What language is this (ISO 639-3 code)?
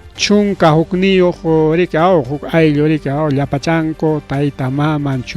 quy